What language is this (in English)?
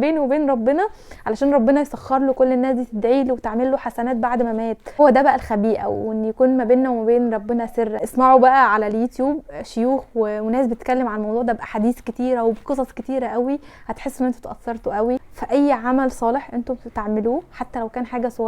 Egyptian Arabic